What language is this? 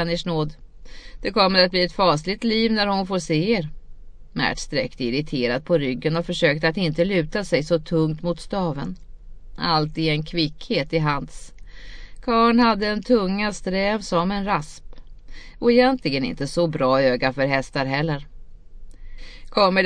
Swedish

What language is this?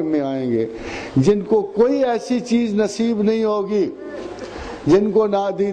Urdu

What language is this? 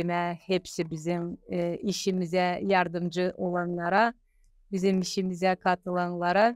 Gagauz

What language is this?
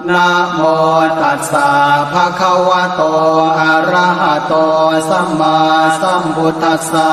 Pali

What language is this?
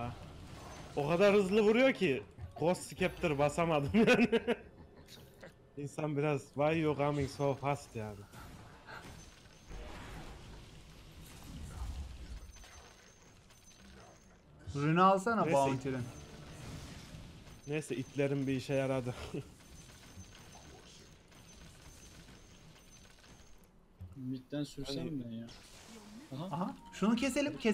Turkish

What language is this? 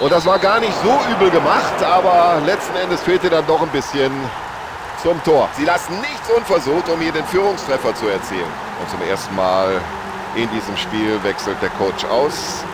Bavarian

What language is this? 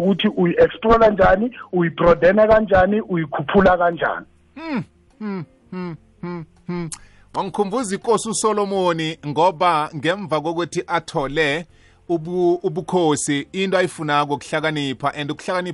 South Ndebele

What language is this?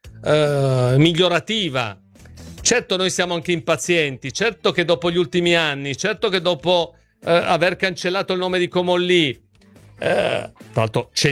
Italian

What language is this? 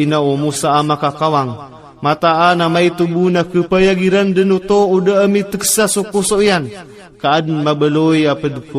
Maranao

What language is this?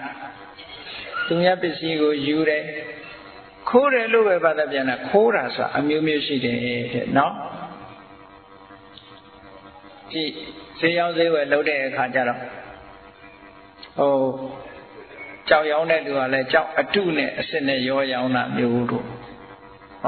Burmese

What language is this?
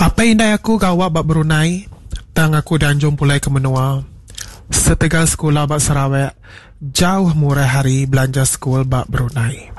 Iban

